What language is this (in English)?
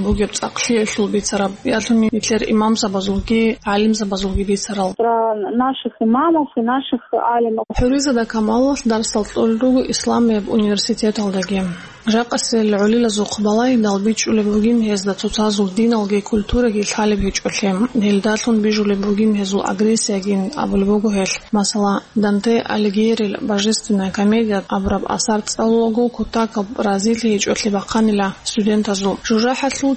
Avaric